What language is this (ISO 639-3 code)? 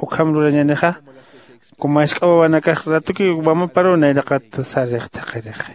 aym